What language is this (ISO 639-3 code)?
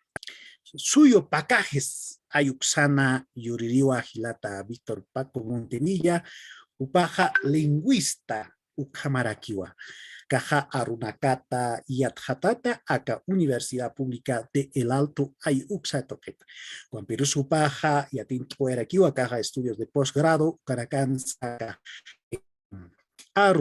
aym